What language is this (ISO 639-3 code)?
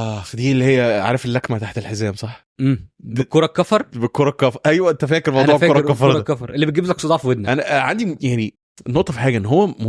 arz